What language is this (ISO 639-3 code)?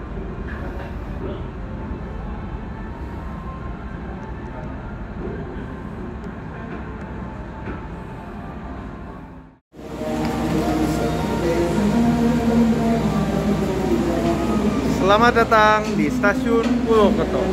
ind